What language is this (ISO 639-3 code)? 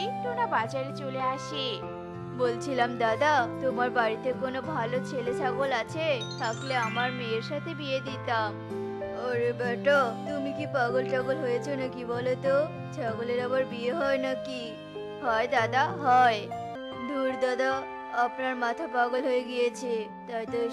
ben